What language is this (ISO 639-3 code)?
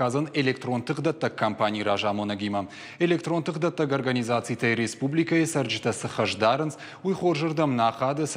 oss